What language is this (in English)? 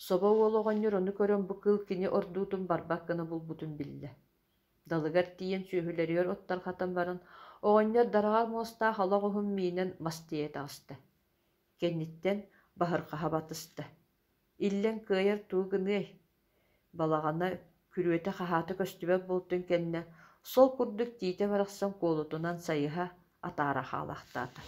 Yakut